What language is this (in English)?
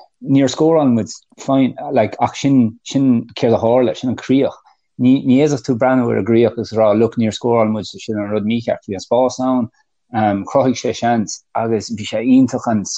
Irish